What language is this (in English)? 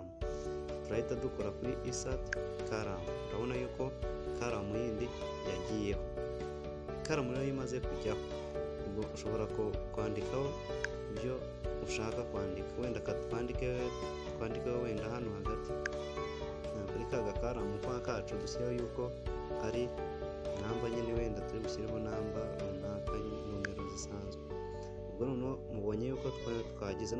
Kinyarwanda